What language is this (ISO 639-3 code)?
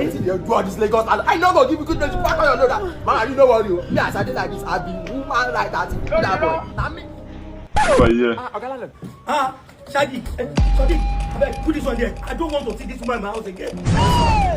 pcm